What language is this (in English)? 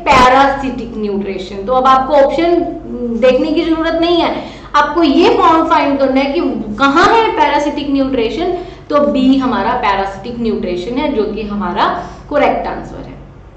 Hindi